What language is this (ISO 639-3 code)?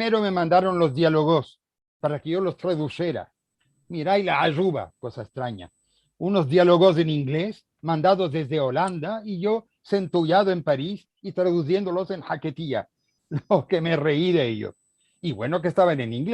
lad